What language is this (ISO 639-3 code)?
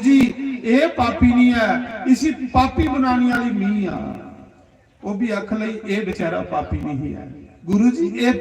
doi